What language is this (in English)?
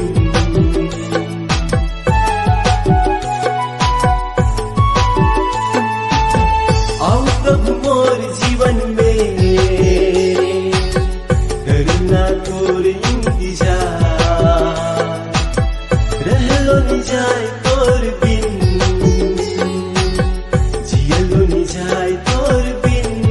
Sadri